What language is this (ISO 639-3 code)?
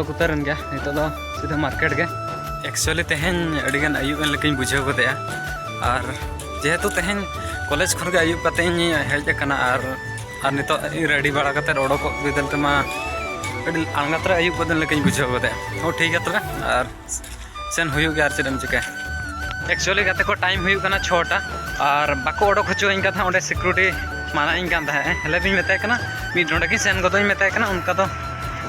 sat